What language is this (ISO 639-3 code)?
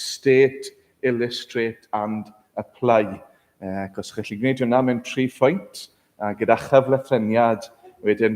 cym